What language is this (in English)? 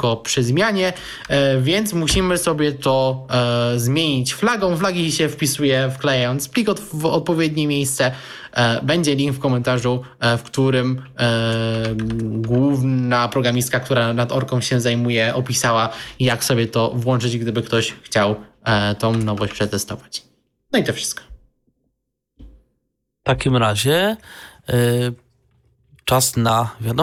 Polish